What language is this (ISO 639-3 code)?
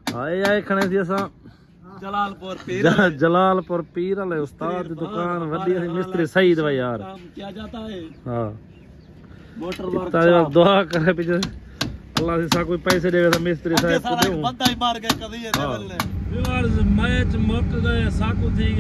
skr